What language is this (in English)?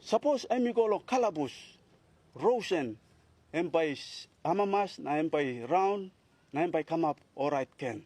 Tok Pisin